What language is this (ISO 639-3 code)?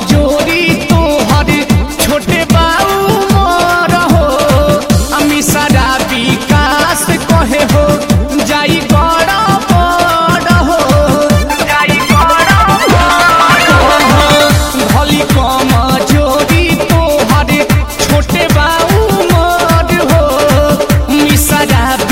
bho